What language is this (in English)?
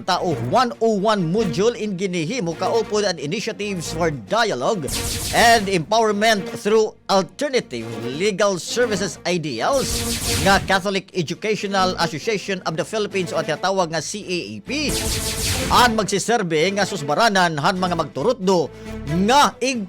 Waray